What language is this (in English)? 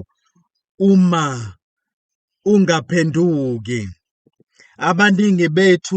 Zulu